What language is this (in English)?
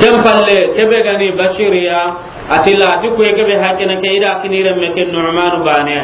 Soninke